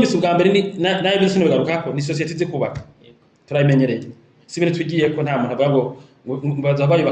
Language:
Rundi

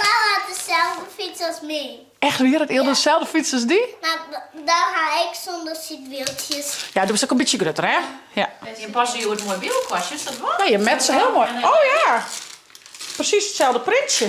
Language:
Western Frisian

